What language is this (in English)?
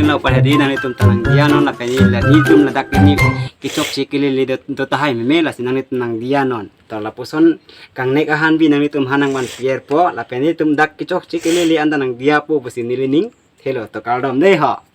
Karbi